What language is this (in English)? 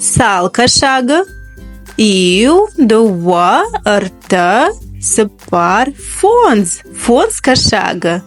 Ossetic